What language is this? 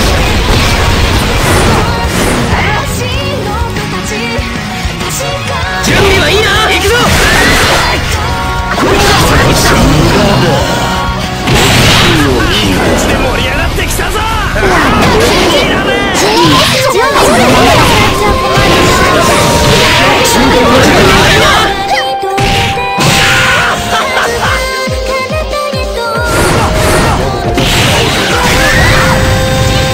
Japanese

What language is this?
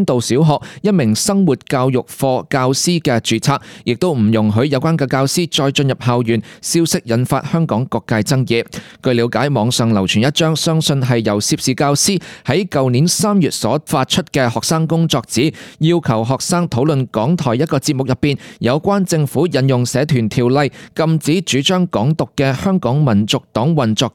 Cantonese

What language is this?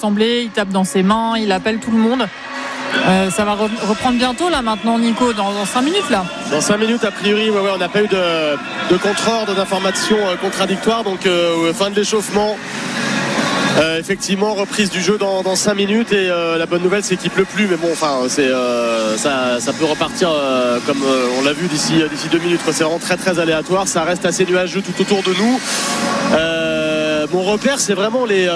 French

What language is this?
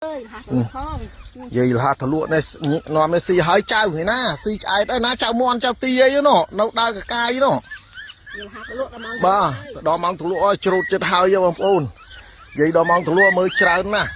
Khmer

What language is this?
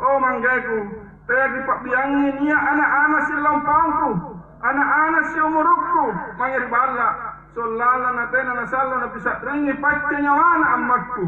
Makasar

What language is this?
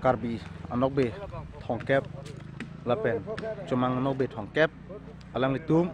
Karbi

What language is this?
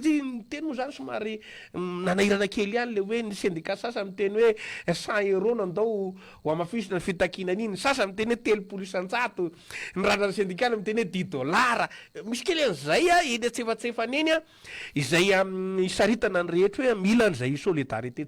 Malagasy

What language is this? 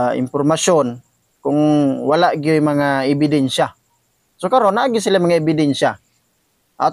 Cebuano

